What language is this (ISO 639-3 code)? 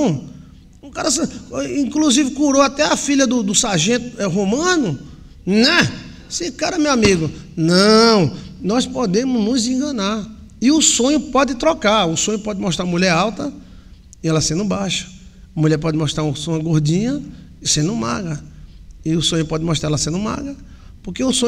por